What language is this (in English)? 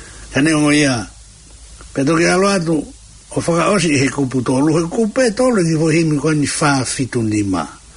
Tongan